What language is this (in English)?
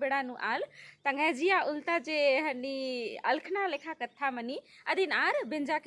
Kurukh